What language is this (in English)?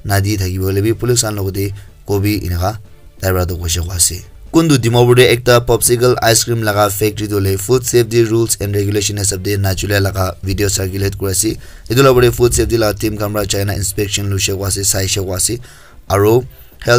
Naga Pidgin